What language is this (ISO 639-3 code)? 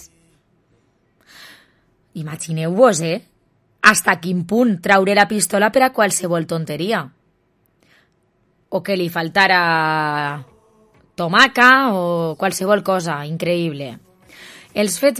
cat